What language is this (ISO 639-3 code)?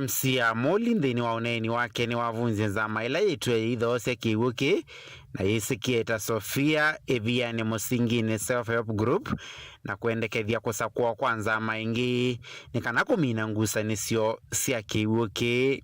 kam